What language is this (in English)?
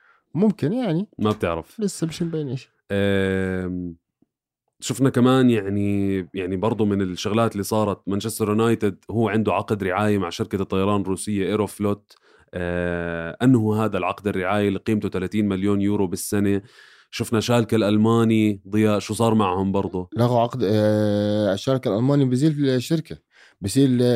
North Levantine Arabic